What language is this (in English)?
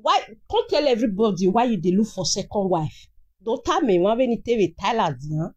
Nigerian Pidgin